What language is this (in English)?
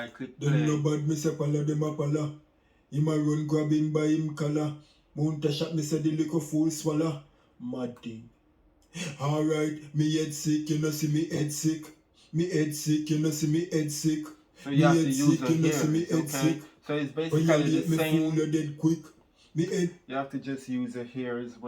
Jamaican Creole English